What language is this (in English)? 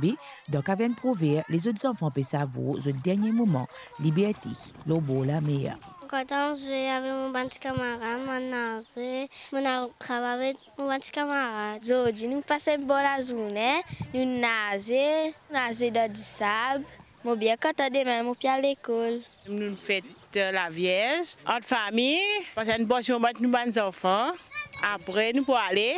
Morisyen